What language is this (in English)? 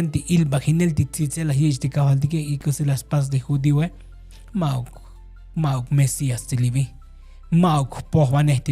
Tzotzil